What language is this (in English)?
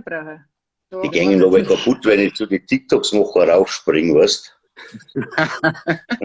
Bavarian